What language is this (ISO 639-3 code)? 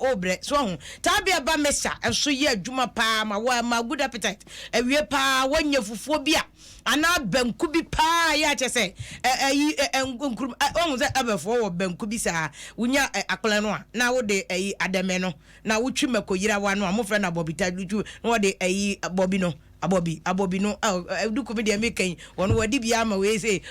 aka